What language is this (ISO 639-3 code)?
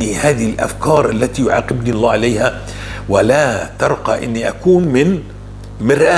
apc